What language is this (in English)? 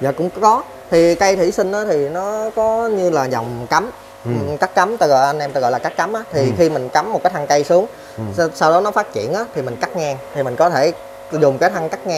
Vietnamese